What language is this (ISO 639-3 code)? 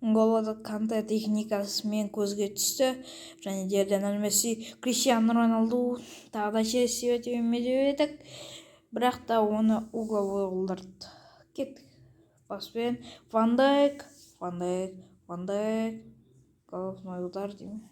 kaz